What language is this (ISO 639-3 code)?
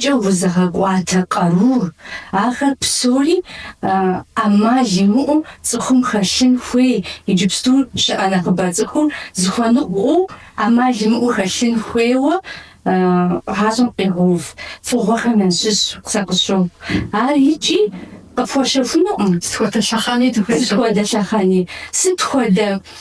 kbd